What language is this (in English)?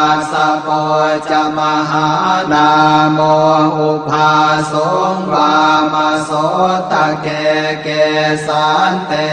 Pali